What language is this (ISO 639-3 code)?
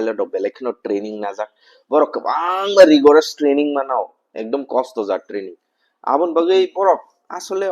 trp